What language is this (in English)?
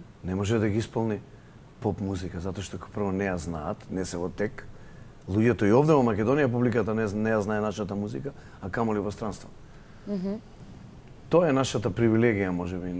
Macedonian